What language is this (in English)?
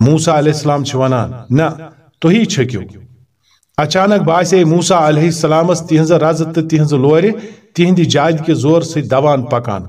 Kashmiri